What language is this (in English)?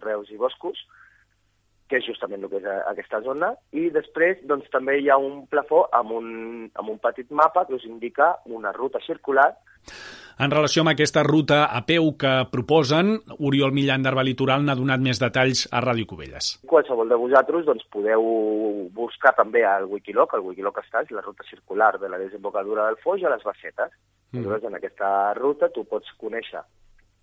Catalan